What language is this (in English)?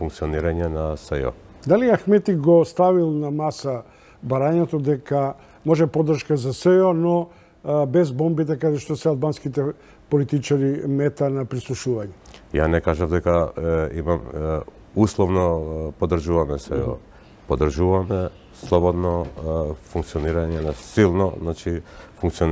Macedonian